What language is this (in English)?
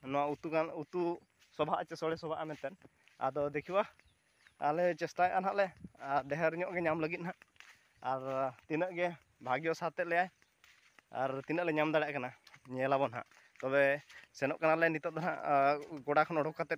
Santali